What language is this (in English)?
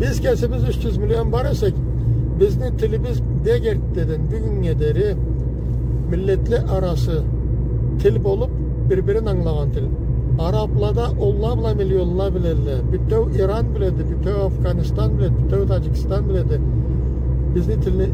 Karachay-Balkar